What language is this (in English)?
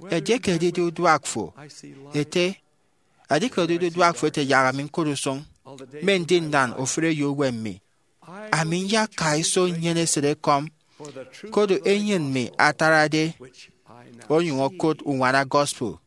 Efik